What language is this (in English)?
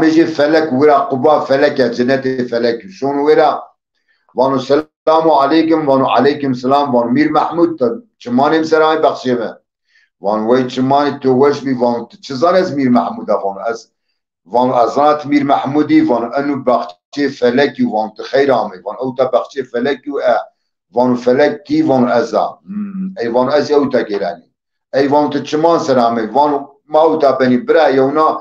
Zaza